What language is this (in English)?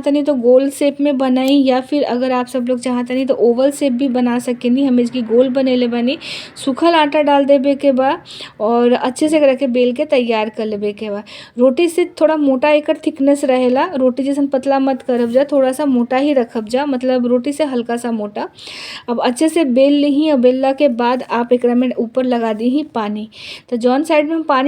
Bhojpuri